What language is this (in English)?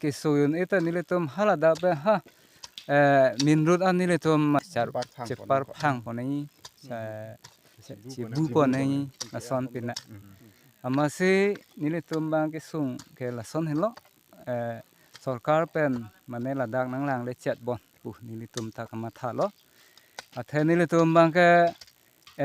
Karbi